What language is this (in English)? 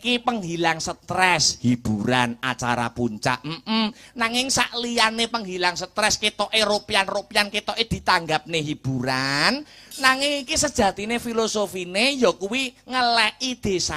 Javanese